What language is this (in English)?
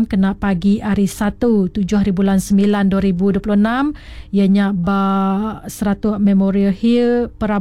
Iban